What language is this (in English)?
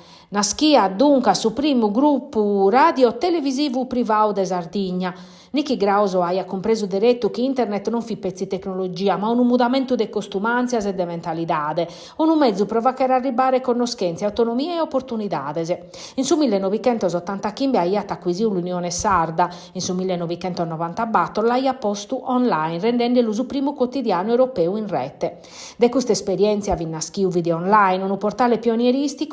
Sardinian